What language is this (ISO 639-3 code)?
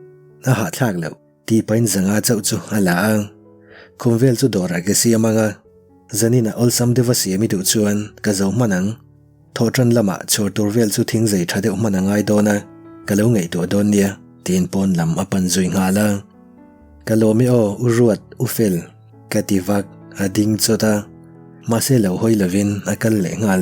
lus